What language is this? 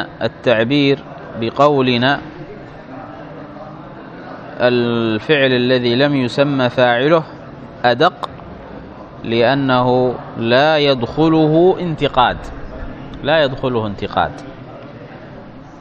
Arabic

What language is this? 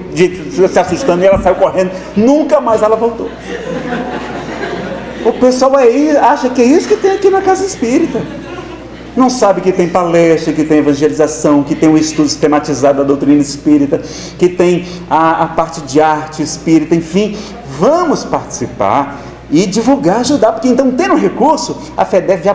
Portuguese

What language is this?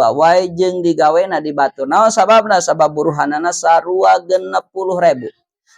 Sundanese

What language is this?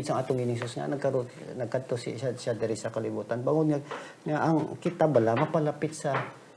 Hiligaynon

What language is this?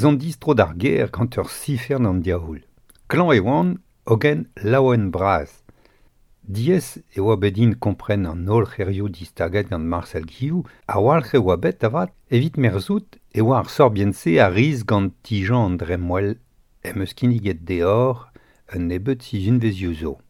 Breton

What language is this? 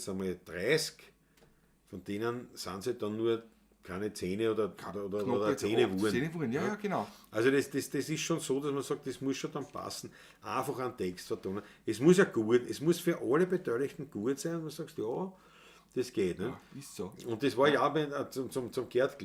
Bavarian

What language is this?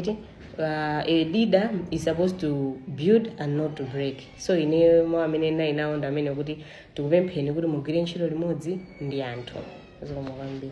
Nyanja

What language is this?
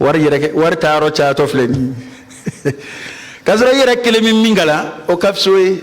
Bambara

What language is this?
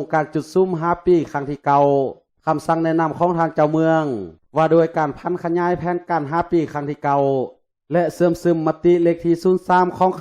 Lao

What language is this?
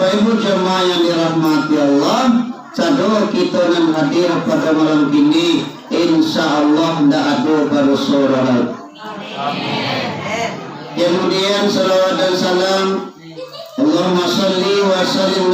Minangkabau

